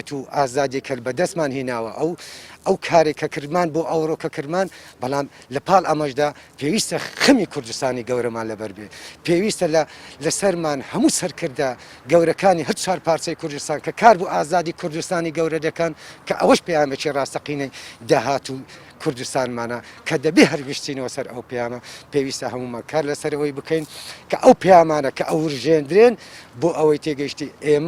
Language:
Central Kurdish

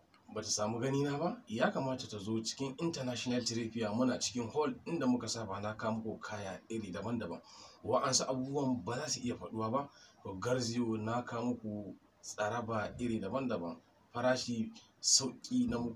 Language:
Hausa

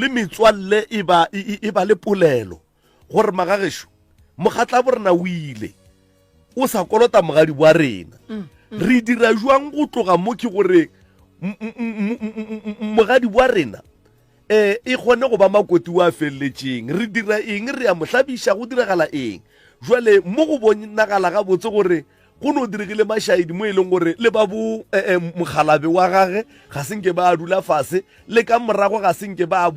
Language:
Northern Sotho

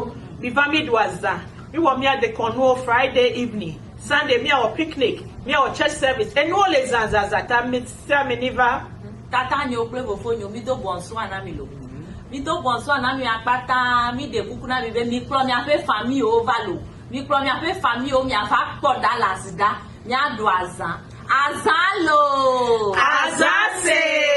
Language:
Ewe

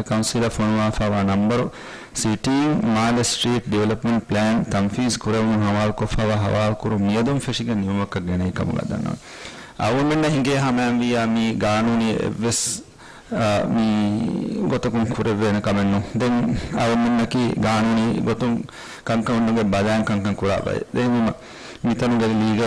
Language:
Divehi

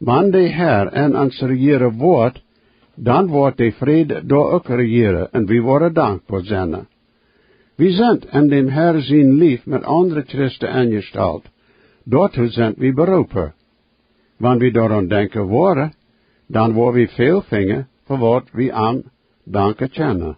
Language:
Plautdietsch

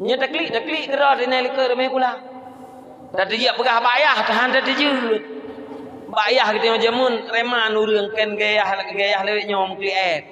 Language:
Achinese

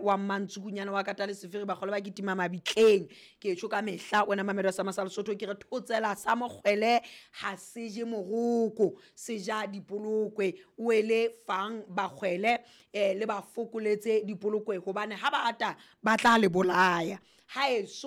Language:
Southern Sotho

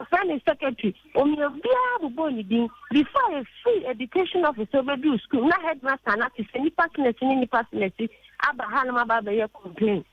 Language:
Akan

